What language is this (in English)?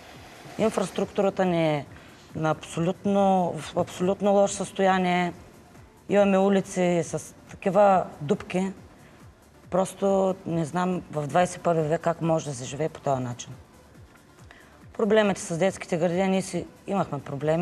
Bulgarian